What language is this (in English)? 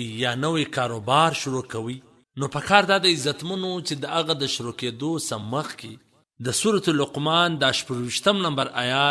Pashto